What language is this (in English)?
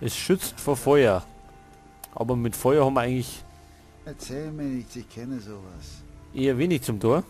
Bavarian